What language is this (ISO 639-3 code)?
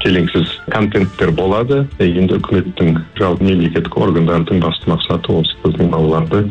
kaz